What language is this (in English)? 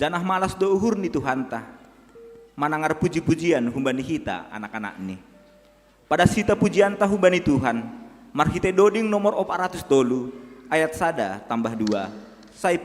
Batak Simalungun